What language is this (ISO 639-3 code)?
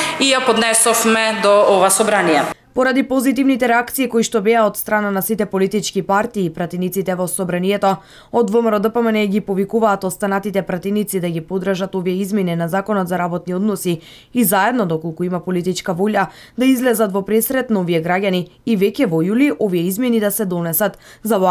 mkd